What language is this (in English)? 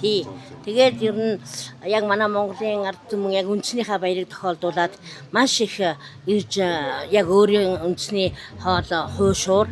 Mongolian